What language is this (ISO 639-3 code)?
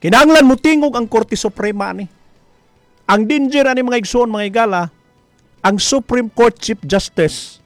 ceb